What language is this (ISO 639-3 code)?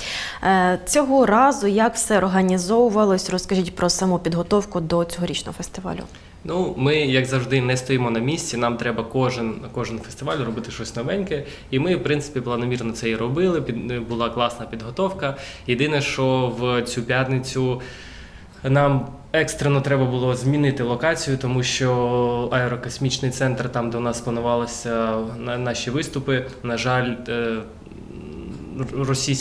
ukr